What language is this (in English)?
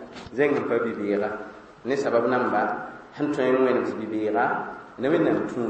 Mossi